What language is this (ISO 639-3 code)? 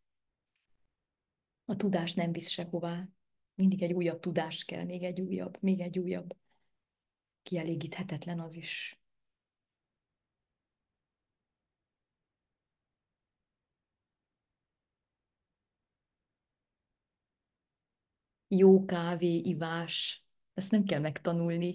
hun